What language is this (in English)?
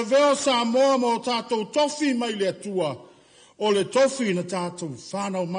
Samoan